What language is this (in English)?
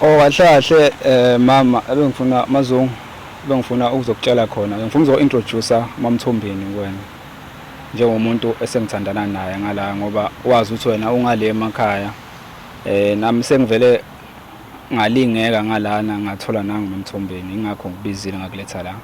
Zulu